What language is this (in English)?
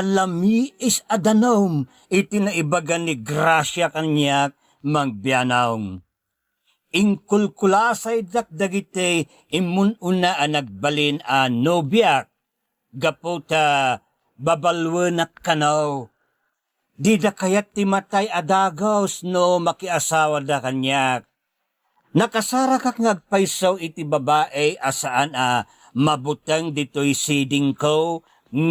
Iloko